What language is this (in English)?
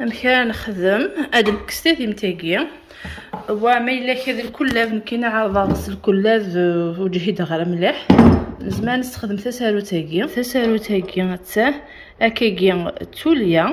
Kabyle